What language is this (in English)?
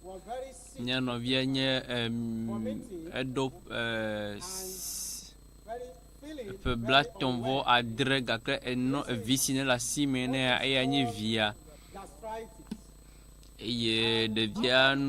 Ewe